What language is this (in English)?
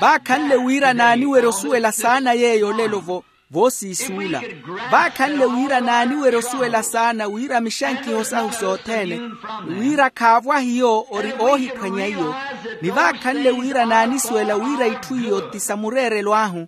Makhuwa